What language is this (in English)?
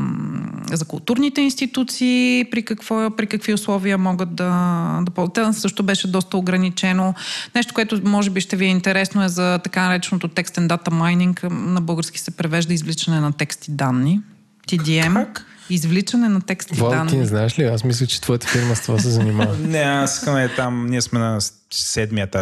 Bulgarian